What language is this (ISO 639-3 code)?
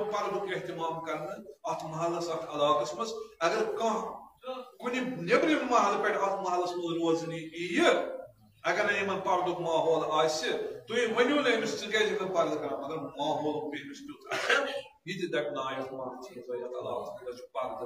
kas